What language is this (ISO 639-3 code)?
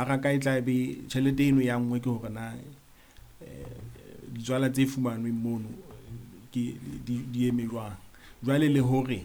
sot